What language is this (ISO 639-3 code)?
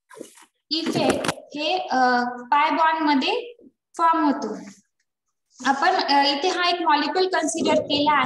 mar